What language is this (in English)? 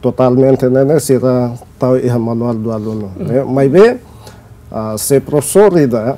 Tetum